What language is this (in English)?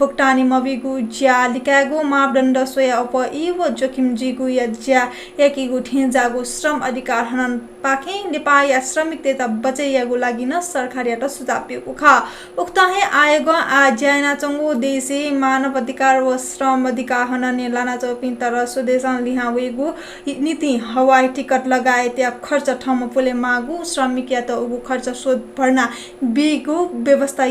Newari